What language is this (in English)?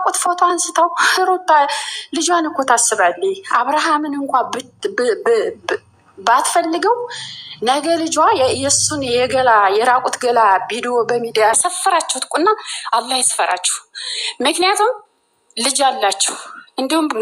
Amharic